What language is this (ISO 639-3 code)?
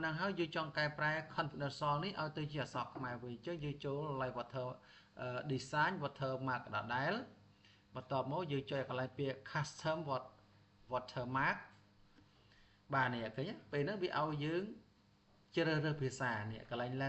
khm